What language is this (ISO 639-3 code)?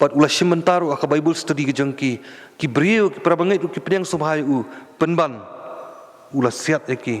kha